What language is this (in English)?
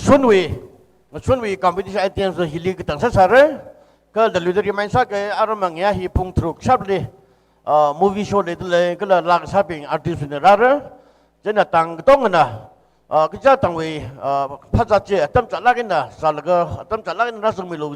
Tangkhul Naga (India)